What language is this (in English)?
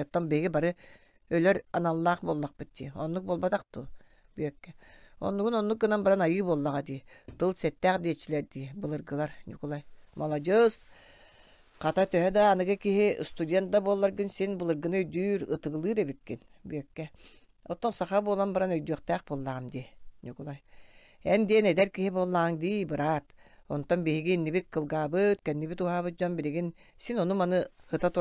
Yakut